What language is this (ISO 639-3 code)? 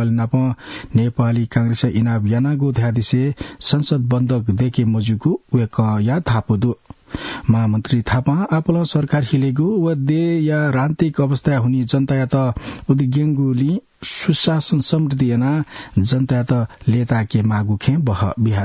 new